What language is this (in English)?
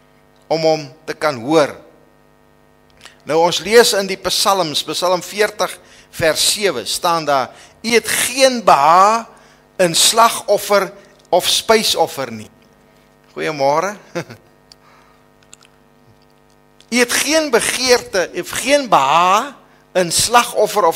Afrikaans